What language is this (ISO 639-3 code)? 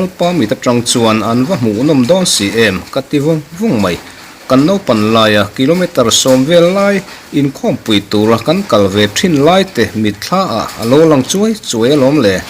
lus